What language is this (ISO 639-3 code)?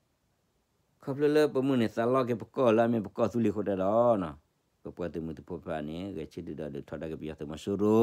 ksw